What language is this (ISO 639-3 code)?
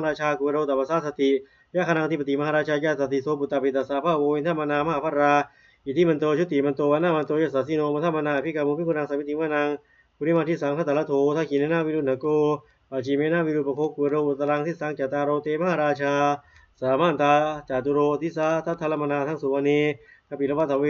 pli